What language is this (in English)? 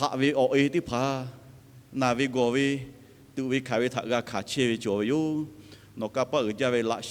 Lahu